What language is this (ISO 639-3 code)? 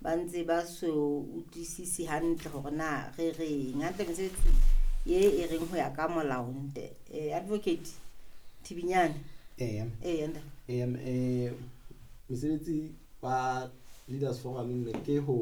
sot